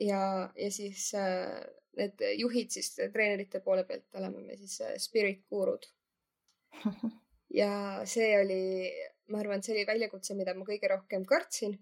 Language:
Estonian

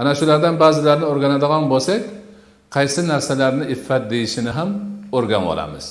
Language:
Uzbek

